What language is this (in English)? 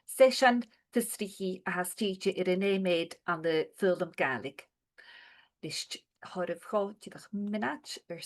Scottish Gaelic